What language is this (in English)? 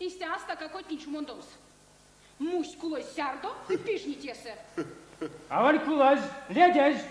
Erzya